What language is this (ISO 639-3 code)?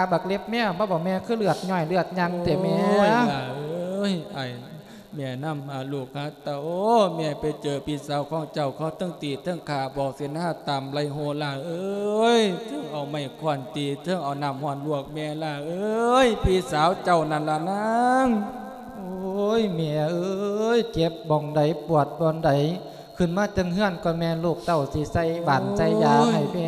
lao